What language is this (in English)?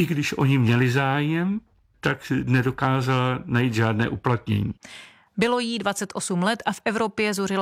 Czech